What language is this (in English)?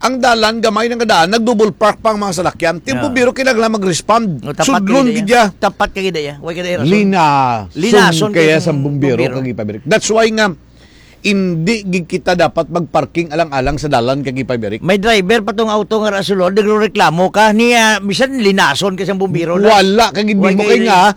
Hiligaynon